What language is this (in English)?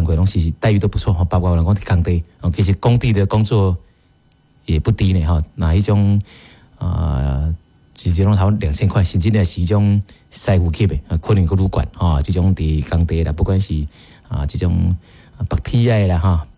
Min Nan Chinese